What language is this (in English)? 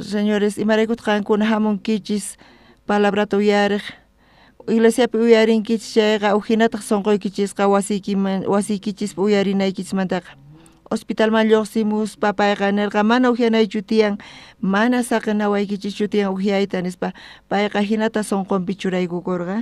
South Bolivian Quechua